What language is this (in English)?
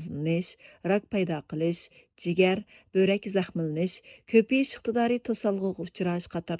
Uyghur